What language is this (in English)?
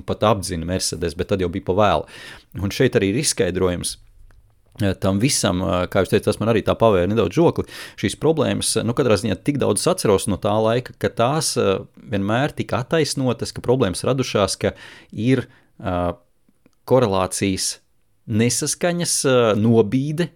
Latvian